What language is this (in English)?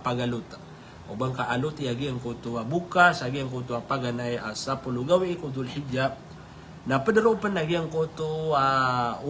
Maranao